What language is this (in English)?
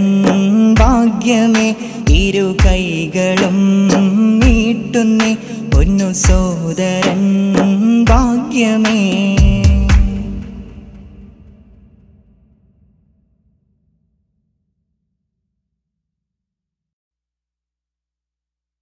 Malayalam